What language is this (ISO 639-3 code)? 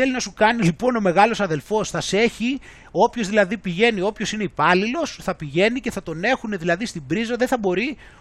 ell